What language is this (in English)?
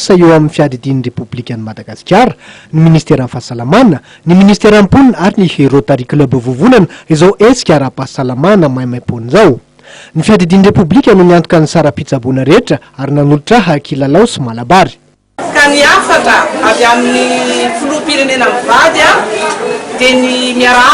Malagasy